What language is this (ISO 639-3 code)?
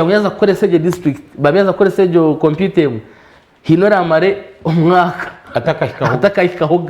nyn